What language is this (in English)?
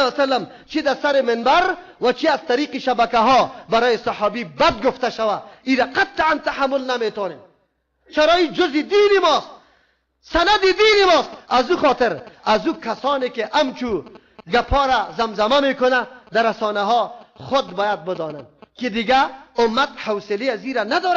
Persian